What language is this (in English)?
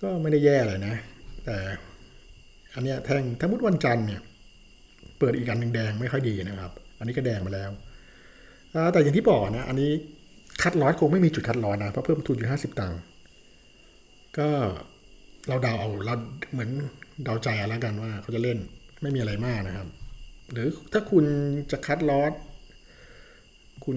Thai